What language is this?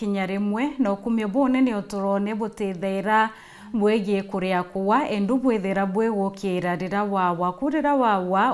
Meru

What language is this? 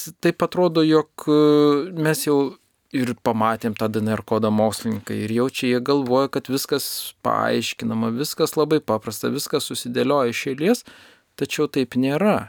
Lithuanian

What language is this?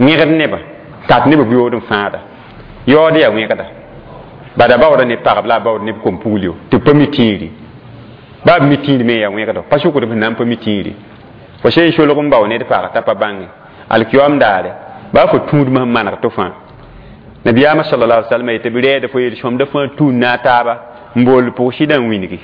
Mossi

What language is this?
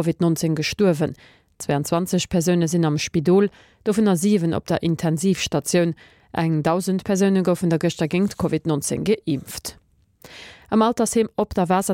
Luxembourgish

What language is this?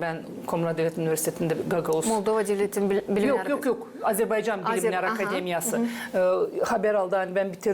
Gagauz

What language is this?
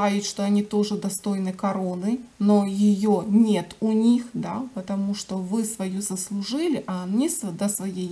Russian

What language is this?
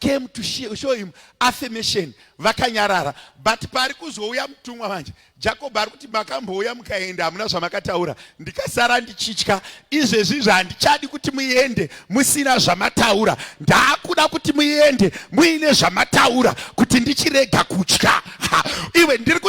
Shona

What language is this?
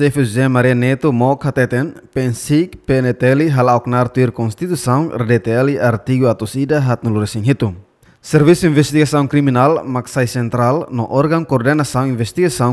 Tetum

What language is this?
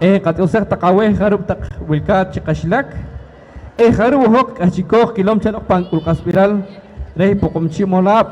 Poqomchi'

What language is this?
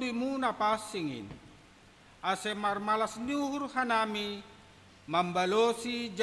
Batak Simalungun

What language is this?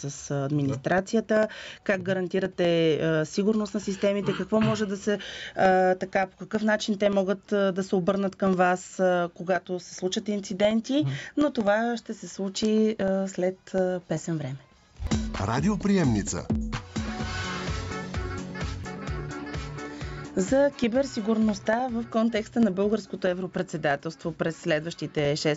Bulgarian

